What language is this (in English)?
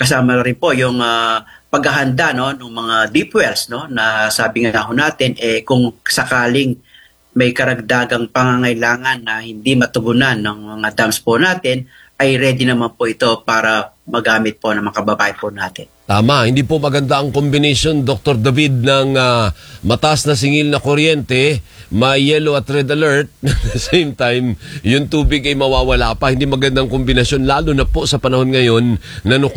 Filipino